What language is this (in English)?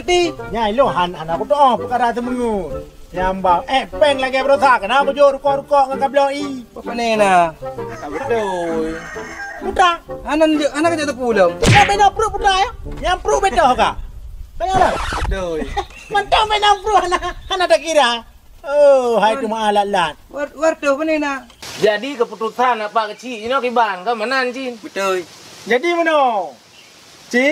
Achinese